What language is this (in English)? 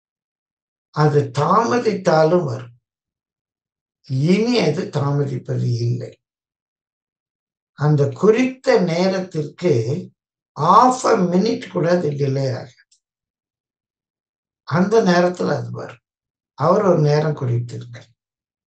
Tamil